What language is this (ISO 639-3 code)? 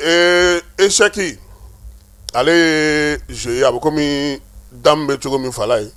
bam